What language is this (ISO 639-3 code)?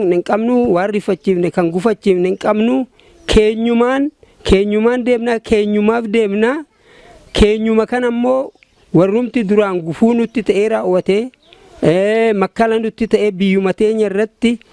orm